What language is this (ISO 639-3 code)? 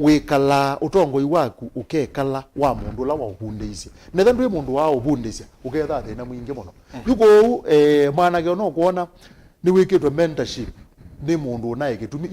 kam